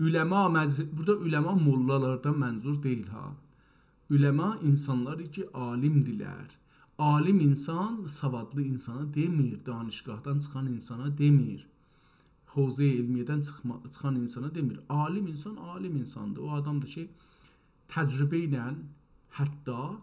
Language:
South Azerbaijani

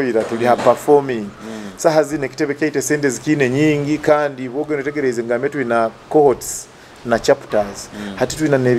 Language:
Nyoro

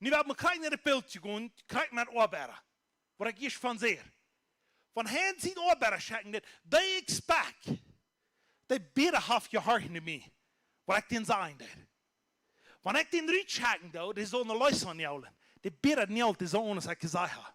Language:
Plautdietsch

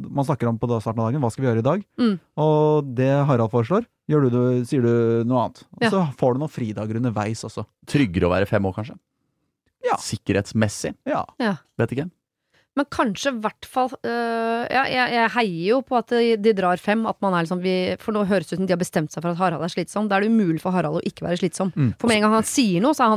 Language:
Norwegian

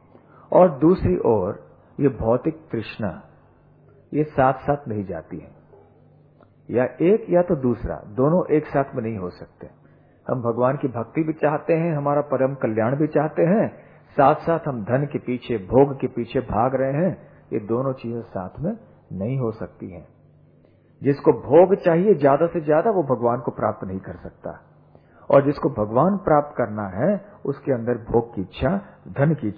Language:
Hindi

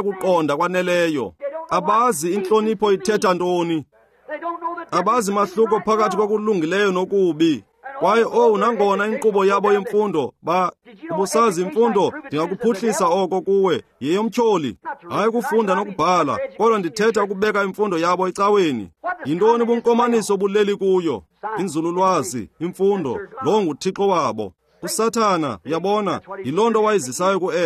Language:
Xhosa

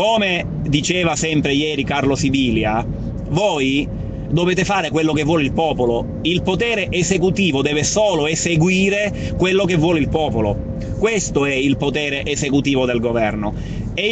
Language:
Italian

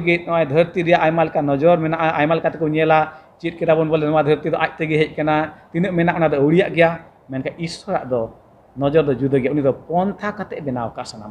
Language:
Santali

